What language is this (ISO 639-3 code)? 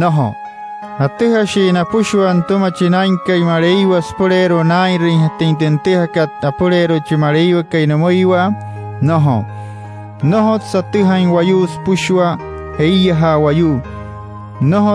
guc